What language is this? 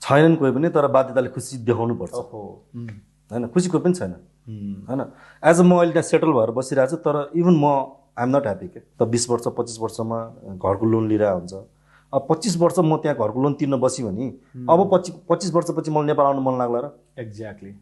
Nepali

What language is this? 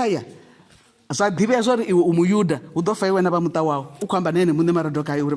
Venda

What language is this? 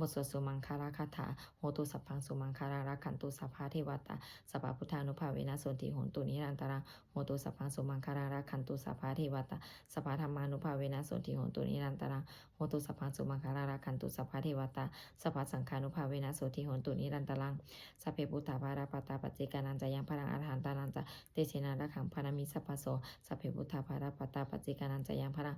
Pali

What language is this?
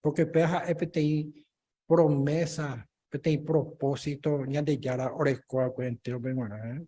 Guarani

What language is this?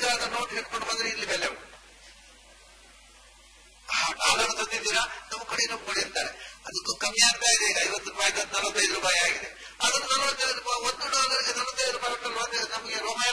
Kannada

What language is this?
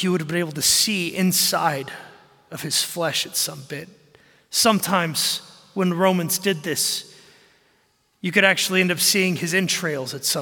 English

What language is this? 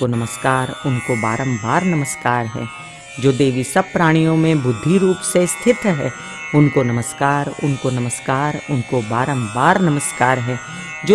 Hindi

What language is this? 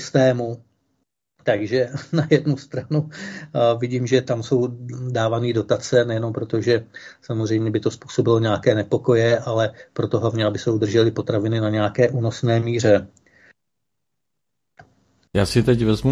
Czech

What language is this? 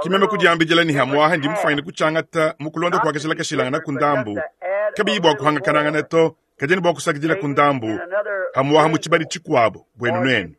Luba-Lulua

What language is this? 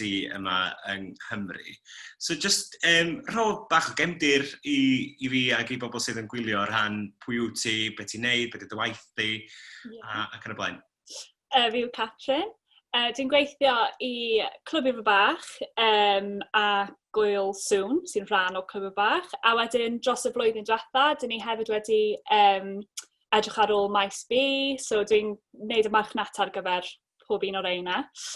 Welsh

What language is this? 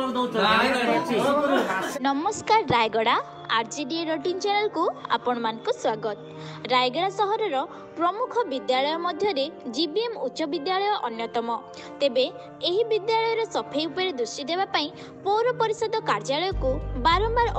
Odia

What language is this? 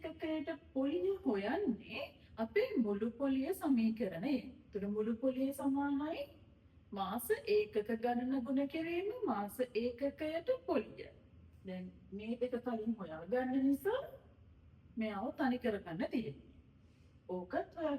Sinhala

